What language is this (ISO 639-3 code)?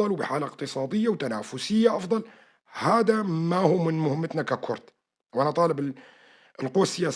apc